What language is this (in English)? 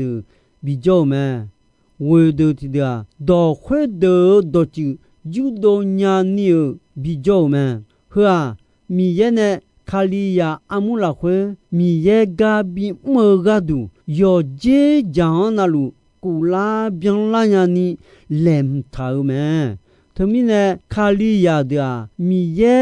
Akha